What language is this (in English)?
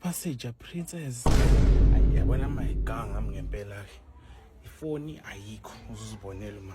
Zulu